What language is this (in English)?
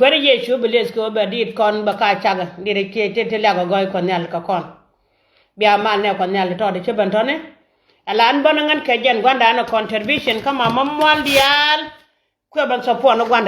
Nuer